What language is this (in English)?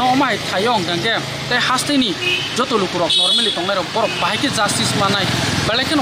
Riang (India)